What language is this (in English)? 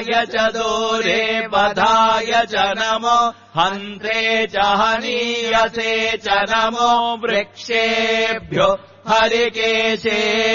Sanskrit